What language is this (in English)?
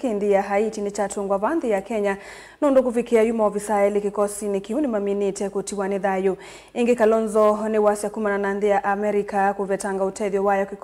Kamba